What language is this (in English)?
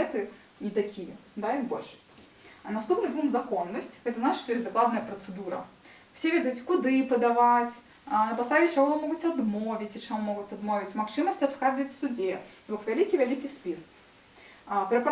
Belarusian